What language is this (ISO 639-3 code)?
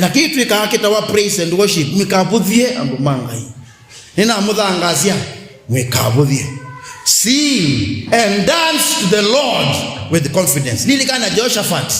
kam